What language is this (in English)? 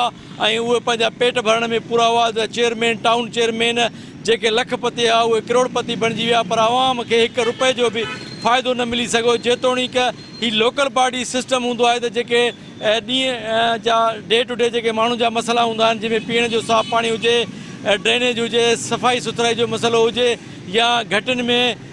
Sindhi